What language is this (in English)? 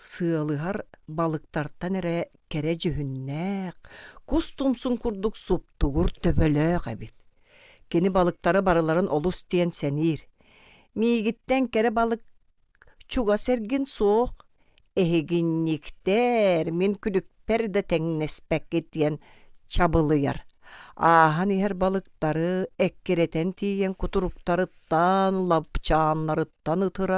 Yakut